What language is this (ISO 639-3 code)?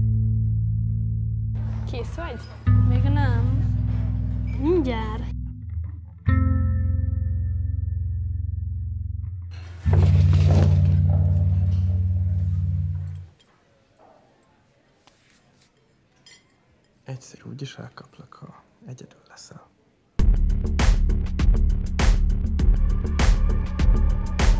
hun